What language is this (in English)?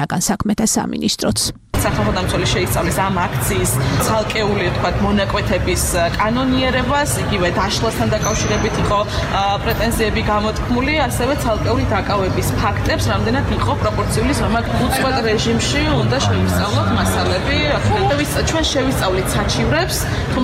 Georgian